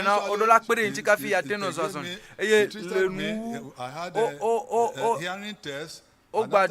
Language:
Ewe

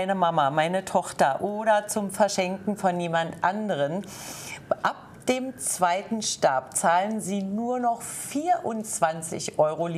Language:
German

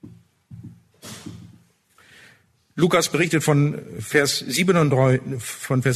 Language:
German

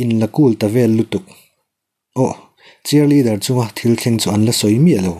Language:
Mizo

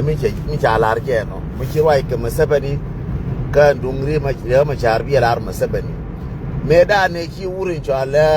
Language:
Nuer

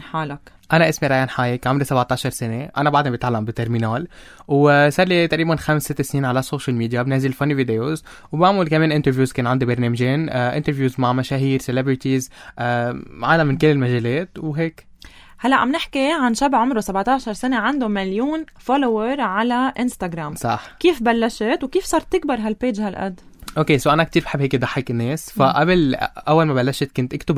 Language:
North Levantine Arabic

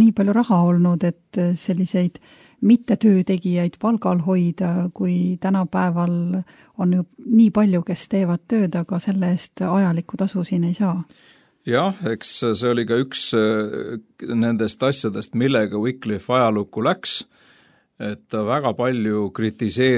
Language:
Estonian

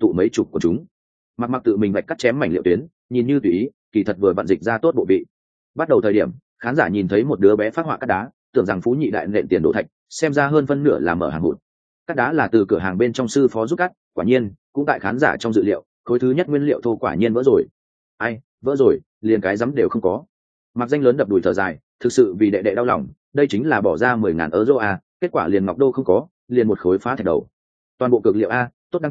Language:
Vietnamese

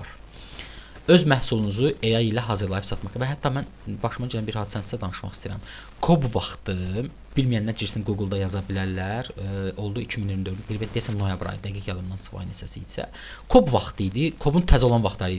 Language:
Azerbaijani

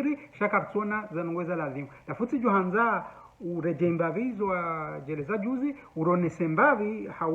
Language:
Ngazidja Comorian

